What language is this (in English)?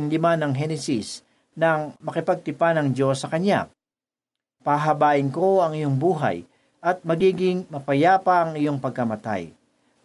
Filipino